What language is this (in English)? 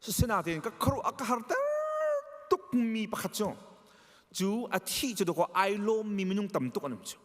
Hakha Chin